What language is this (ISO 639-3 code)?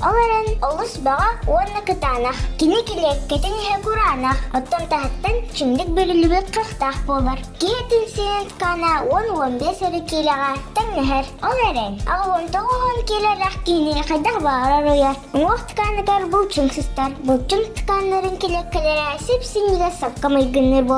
sah